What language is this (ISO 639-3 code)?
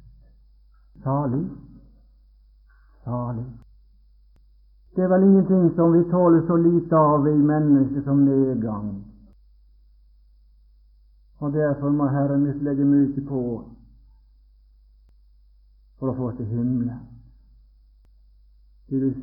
nor